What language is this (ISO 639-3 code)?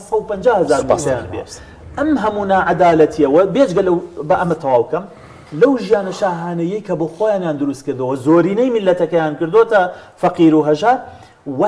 ckb